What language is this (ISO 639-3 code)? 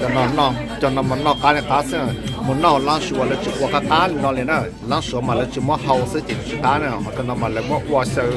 hmn